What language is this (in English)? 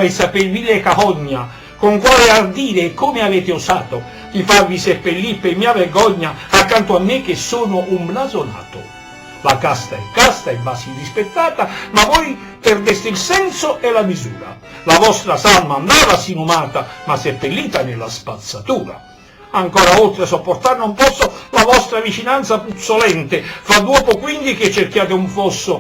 Neapolitan